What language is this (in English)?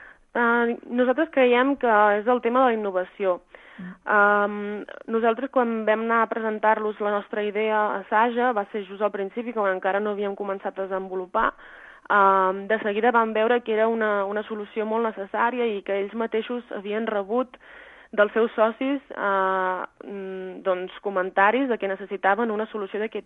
Catalan